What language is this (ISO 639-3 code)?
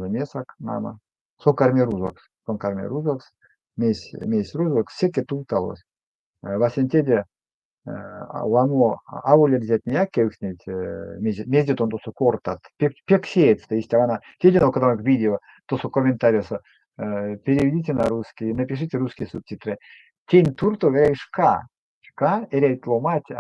myv